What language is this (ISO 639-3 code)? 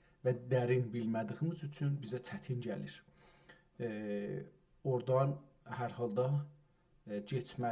azb